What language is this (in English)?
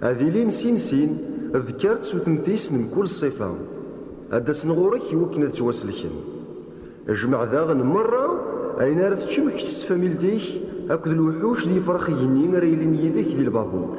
Kabyle